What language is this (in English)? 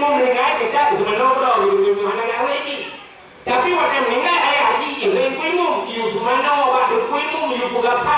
Achinese